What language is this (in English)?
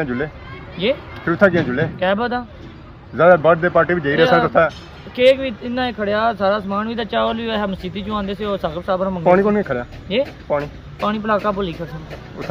Pahari-Potwari